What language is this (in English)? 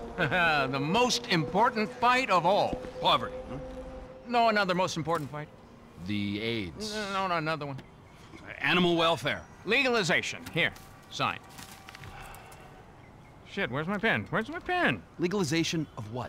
English